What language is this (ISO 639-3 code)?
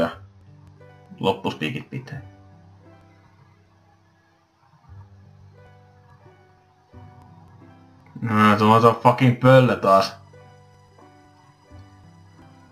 fin